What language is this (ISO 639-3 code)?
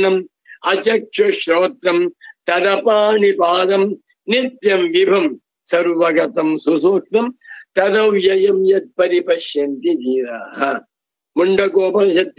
kan